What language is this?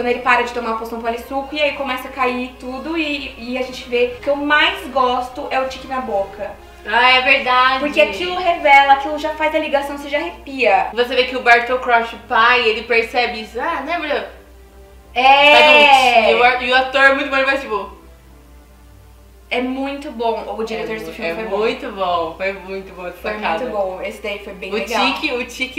Portuguese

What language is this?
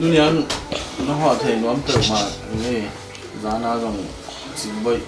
Tedim Chin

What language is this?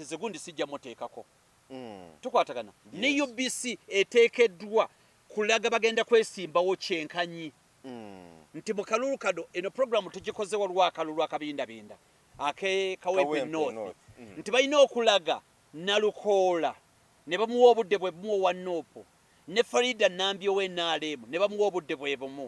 Ganda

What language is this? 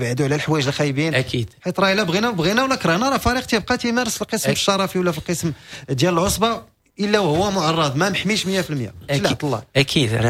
Moroccan Arabic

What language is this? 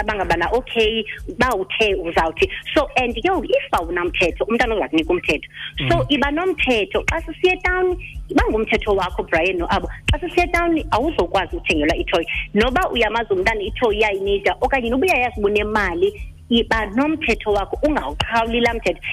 Xhosa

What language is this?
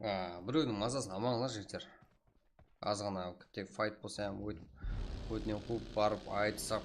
Kara-Kalpak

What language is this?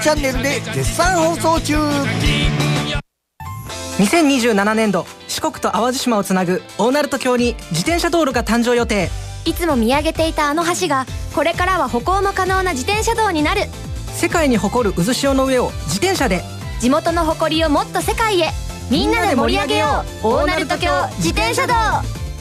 Japanese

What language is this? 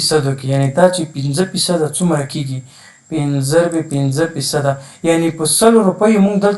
Pashto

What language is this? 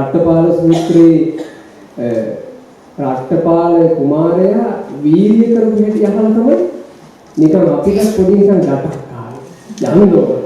Sinhala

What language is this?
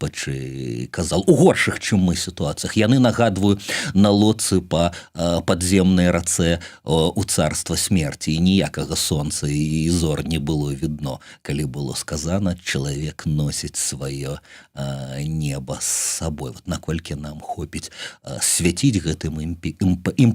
Belarusian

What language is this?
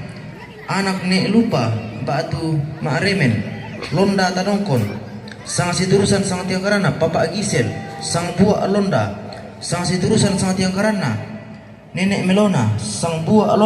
Toraja-Sa'dan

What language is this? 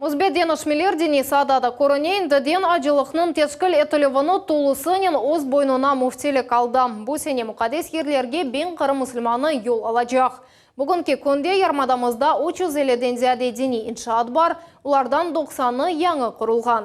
Crimean Tatar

